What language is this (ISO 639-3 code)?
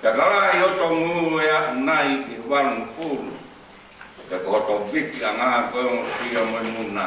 ton